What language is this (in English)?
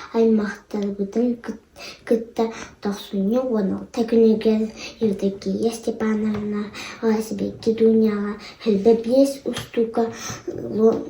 Yakut